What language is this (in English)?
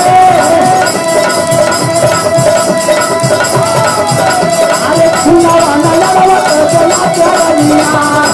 Bhojpuri